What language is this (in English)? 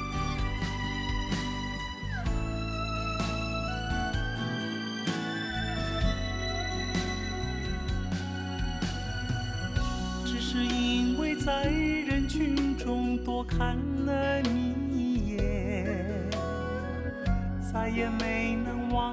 Chinese